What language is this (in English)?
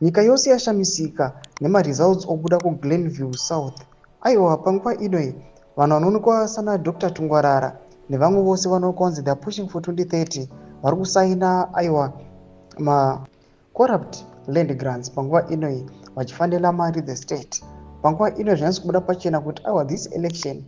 Shona